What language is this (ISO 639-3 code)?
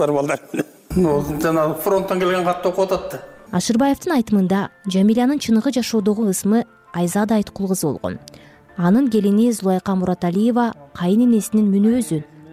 kir